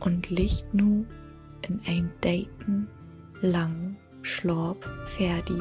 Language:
Low German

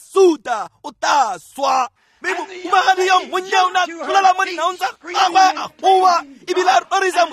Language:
Tswana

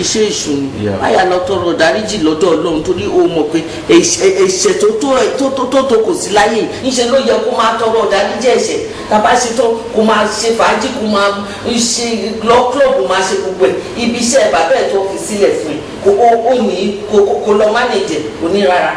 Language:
Yoruba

